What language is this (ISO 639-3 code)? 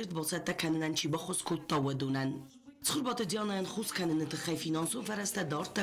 oss